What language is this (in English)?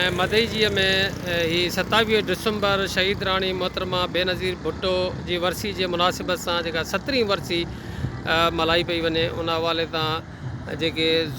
Sindhi